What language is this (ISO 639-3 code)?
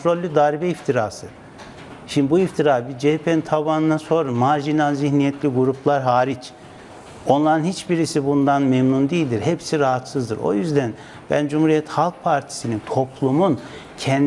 tur